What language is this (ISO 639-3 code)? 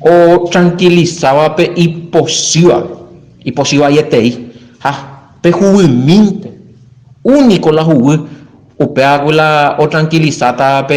grn